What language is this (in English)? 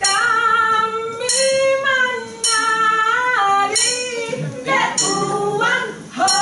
Minangkabau